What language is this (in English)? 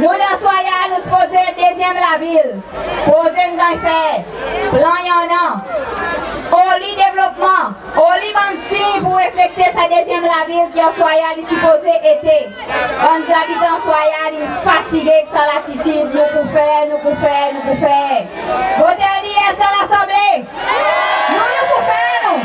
Seselwa Creole French